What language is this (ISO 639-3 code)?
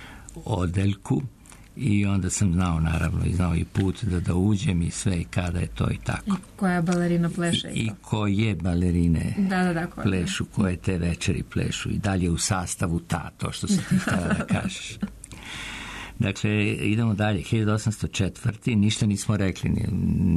srp